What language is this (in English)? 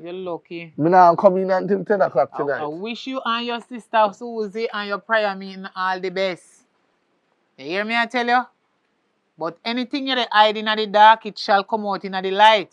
Jamaican Creole English